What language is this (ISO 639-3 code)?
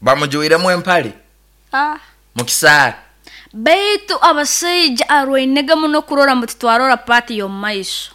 nyo